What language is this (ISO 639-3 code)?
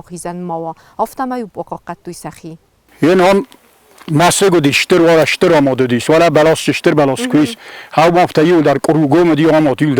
oss